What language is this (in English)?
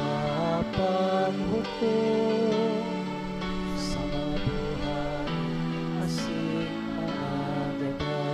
Bikol